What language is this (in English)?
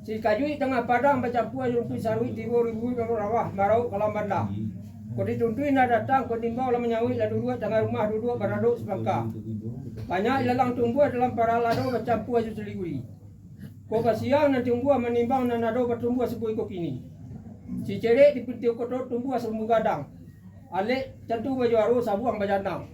Minangkabau